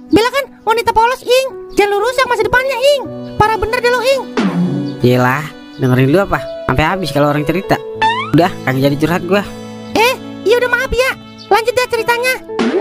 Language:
Betawi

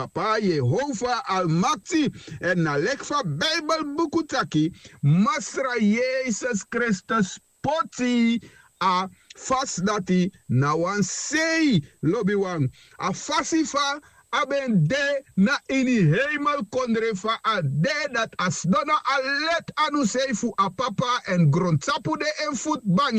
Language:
Sranan Tongo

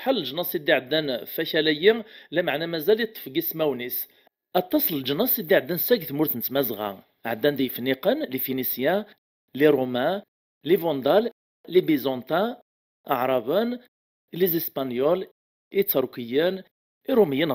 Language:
Kabyle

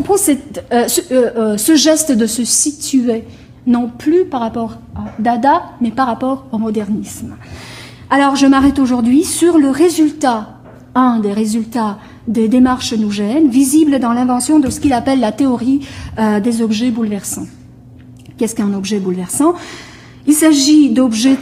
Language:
French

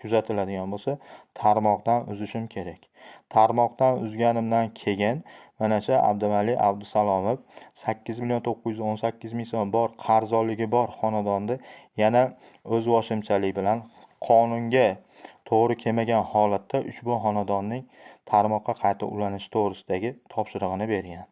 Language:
Uzbek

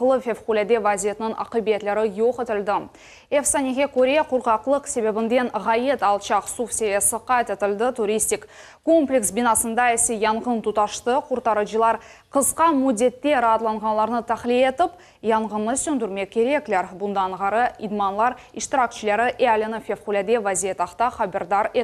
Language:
Crimean Tatar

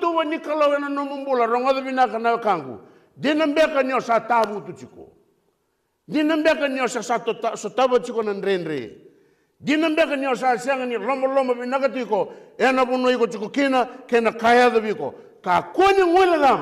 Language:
Fijian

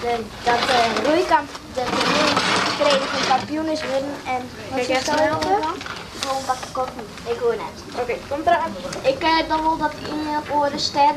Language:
Western Frisian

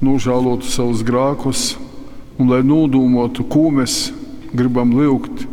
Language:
Latgalian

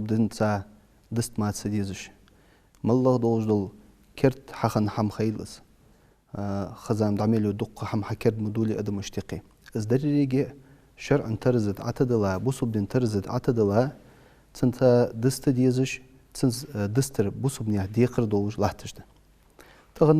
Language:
Ingush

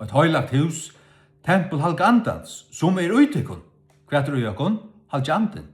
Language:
Faroese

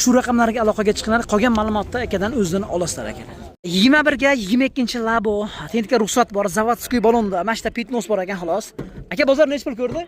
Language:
Uzbek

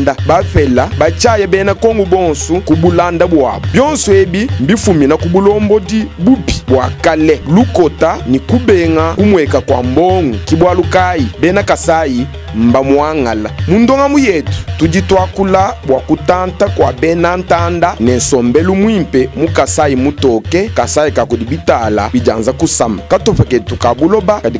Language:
Luba-Lulua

